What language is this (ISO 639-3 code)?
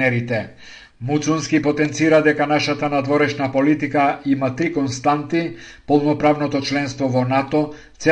mkd